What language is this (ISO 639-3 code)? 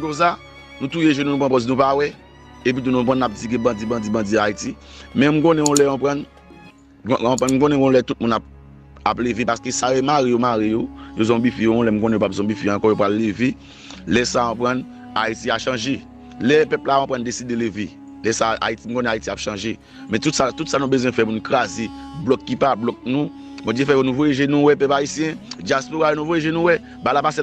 hat